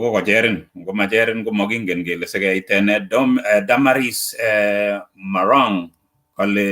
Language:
Kalenjin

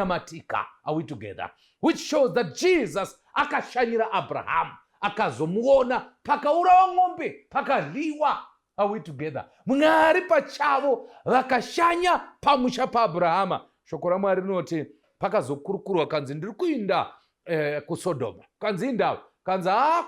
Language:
Shona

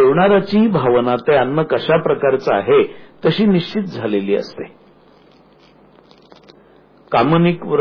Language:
Marathi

